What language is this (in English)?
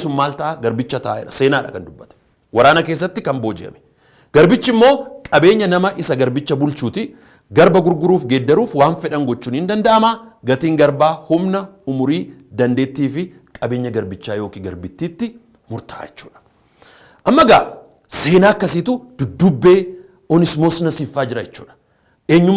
Oromo